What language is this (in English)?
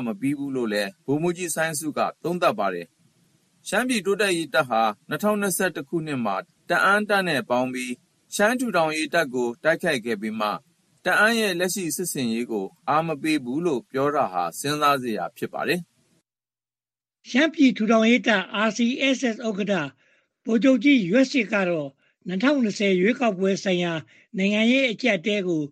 Burmese